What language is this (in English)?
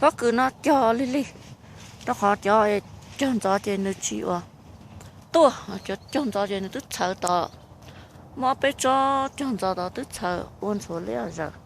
Hmong